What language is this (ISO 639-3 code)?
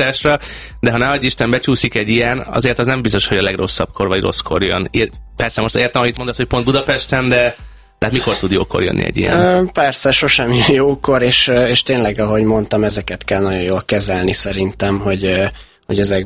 hun